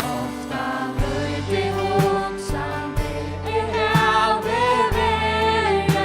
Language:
Faroese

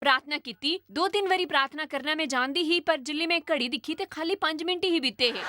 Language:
Dogri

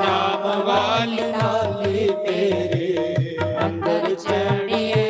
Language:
Dogri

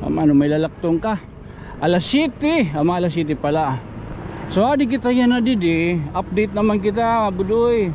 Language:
Waray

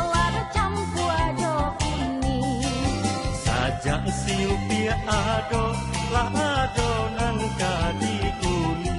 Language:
Minangkabau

